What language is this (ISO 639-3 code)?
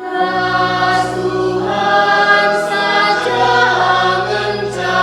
btx